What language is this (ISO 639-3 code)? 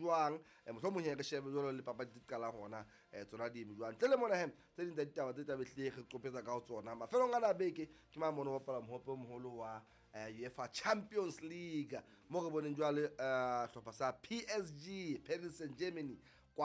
sot